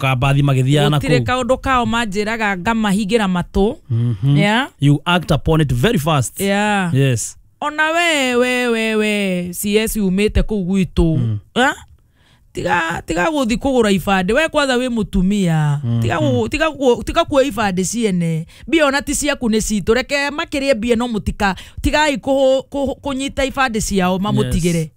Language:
Kikuyu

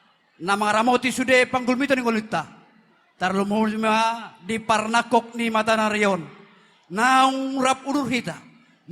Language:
Batak Toba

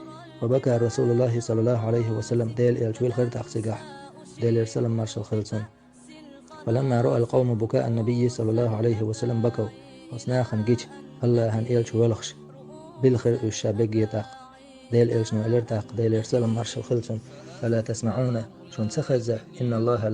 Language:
Chechen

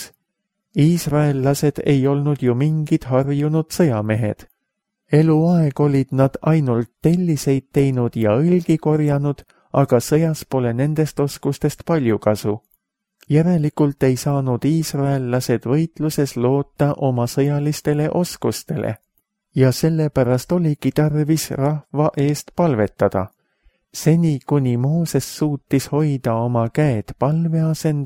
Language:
Estonian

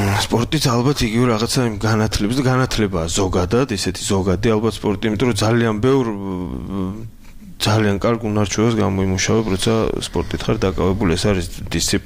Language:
Georgian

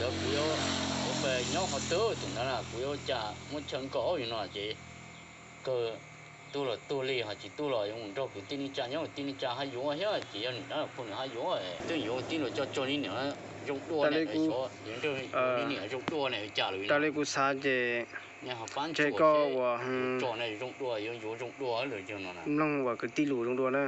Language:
Hmong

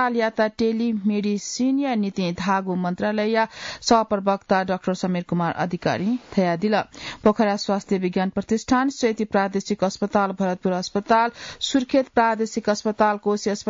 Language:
Newari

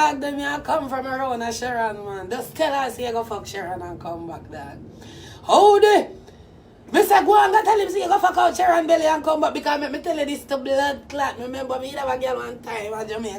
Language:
Jamaican Creole English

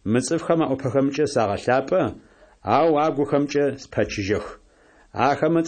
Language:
Adyghe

